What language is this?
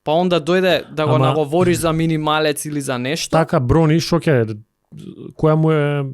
Macedonian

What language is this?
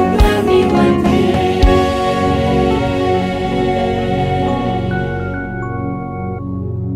Kinyarwanda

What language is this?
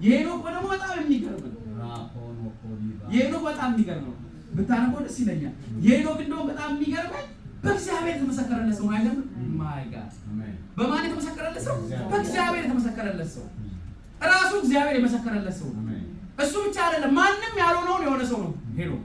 Amharic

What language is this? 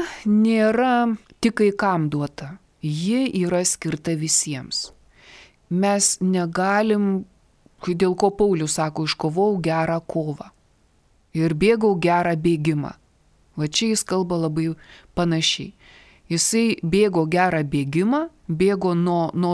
Lithuanian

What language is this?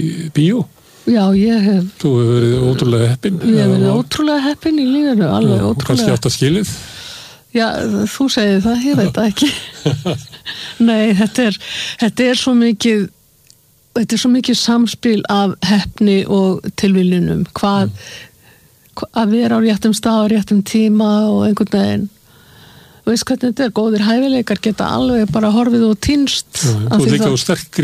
Icelandic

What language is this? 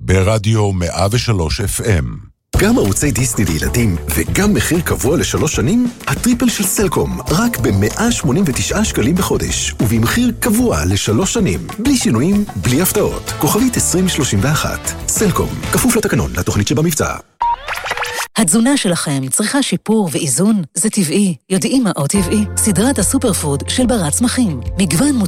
Hebrew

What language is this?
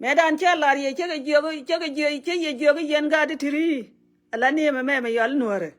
Nuer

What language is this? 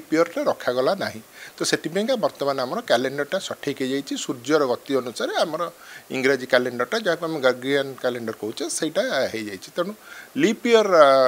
Odia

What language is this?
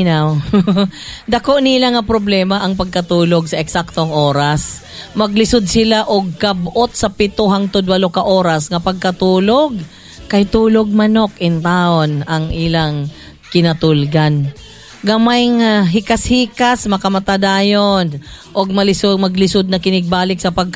Cebuano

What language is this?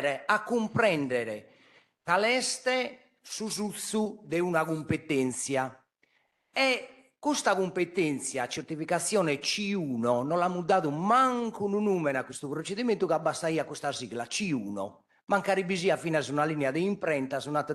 Sardinian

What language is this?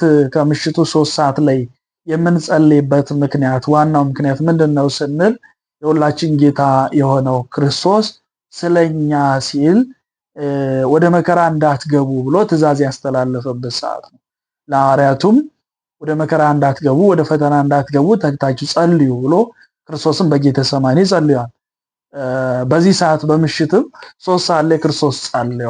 Amharic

